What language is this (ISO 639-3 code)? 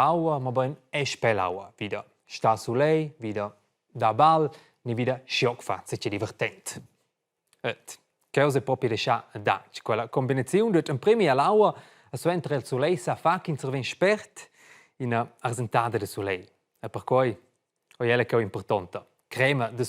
roh